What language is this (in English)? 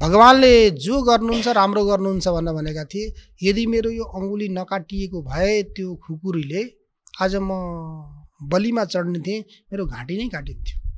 Nepali